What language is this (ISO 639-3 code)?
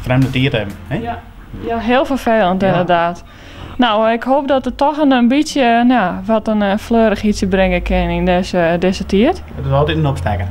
fry